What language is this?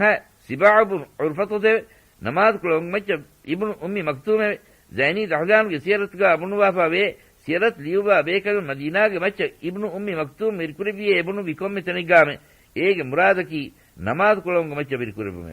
Divehi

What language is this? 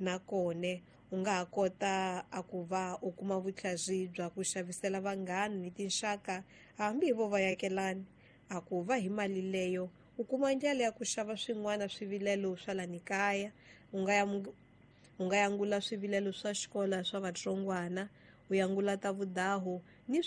Tsonga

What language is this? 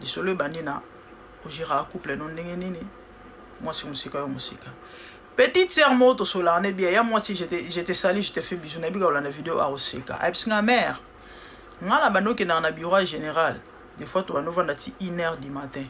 Lingala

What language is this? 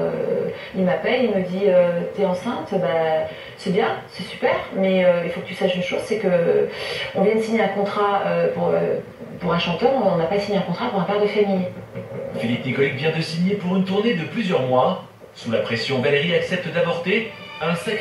French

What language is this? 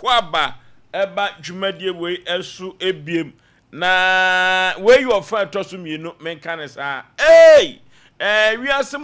Akan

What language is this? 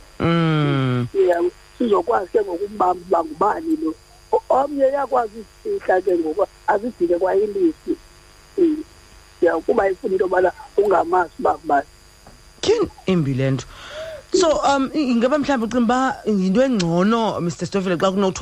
Xhosa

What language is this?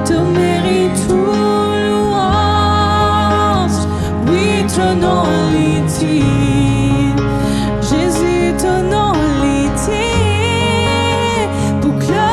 Morisyen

